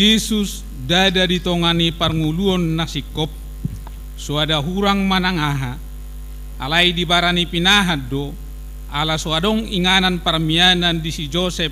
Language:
Batak Toba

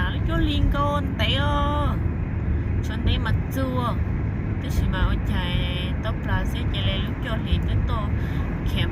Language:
Hmong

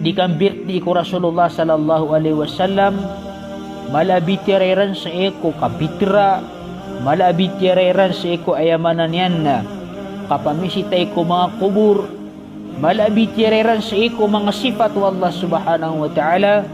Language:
Maranao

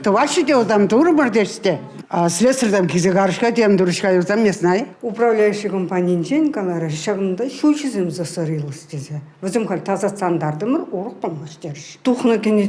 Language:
Chuvash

